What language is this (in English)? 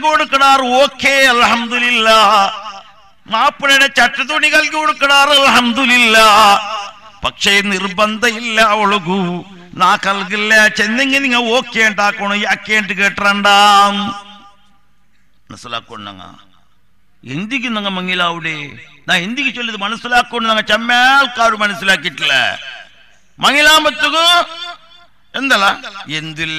Malayalam